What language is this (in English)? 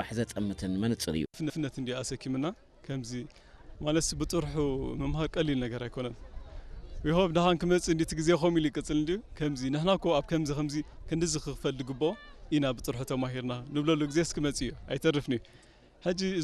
Tigrinya